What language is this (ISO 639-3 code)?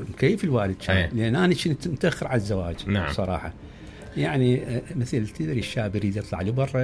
acm